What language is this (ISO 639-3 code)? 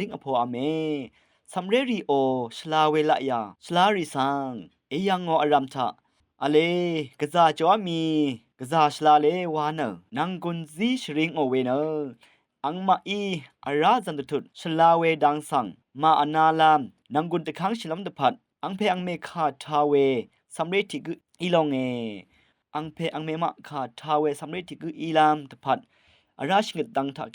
raw